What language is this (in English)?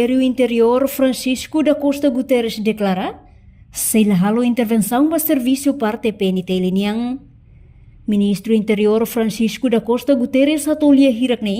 Tetum